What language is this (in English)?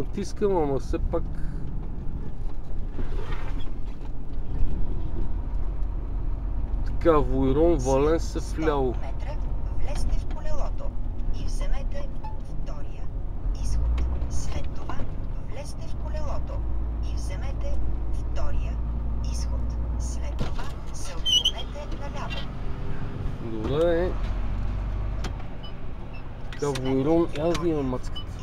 Bulgarian